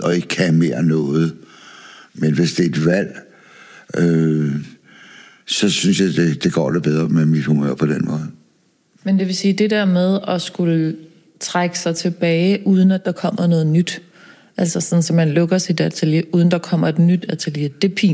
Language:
Danish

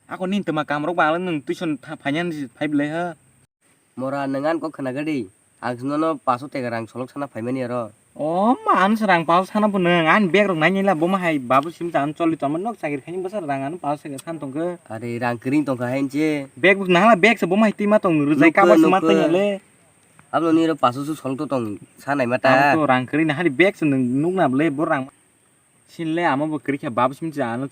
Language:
Kok Borok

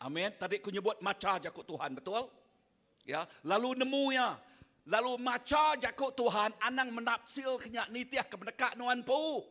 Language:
Iban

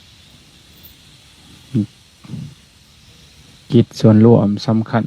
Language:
Lao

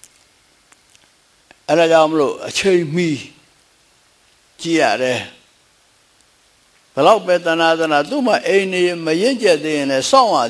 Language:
Burmese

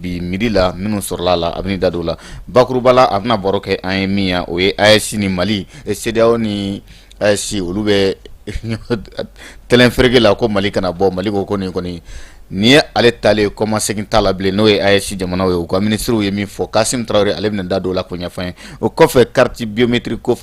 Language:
Bambara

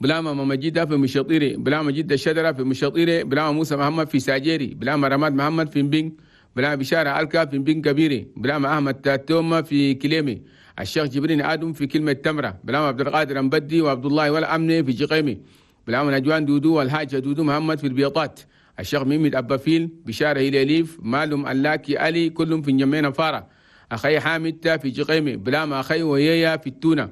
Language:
Chadian Arabic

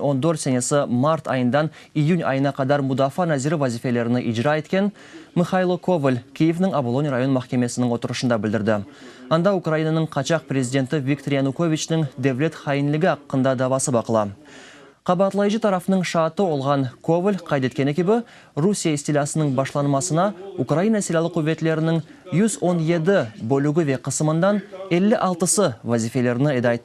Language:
Crimean Tatar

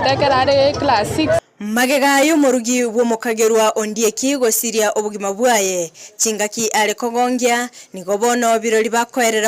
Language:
Gusii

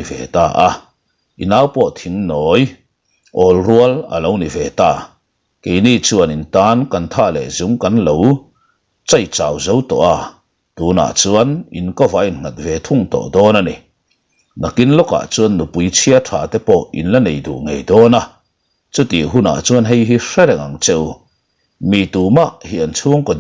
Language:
Mizo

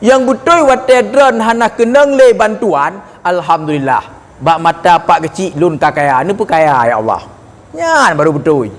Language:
Achinese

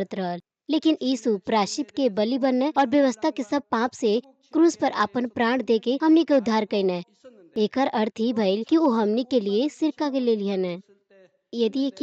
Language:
Bhojpuri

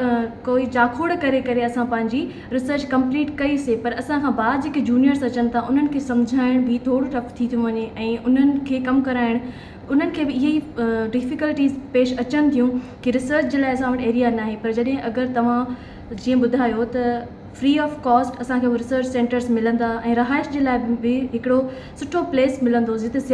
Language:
Sindhi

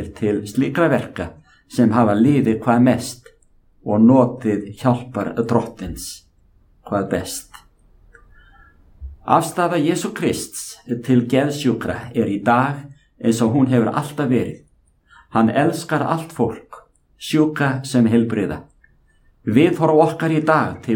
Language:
Icelandic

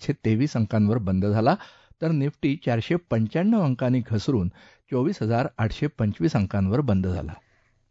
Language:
Marathi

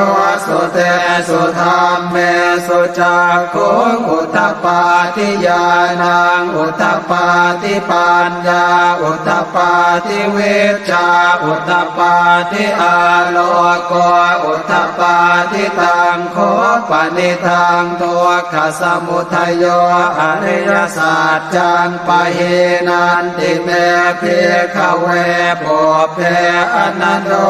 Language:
Pali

